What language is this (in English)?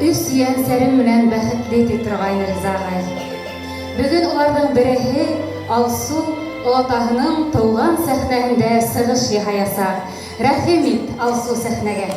Bashkir